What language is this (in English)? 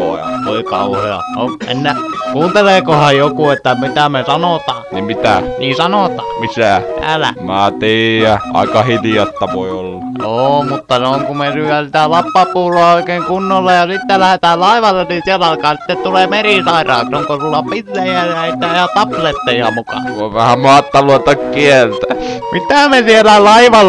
Finnish